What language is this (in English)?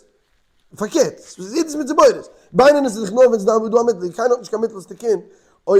Yiddish